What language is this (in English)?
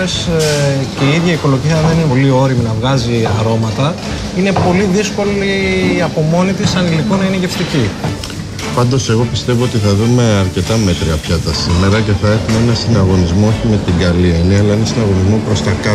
Greek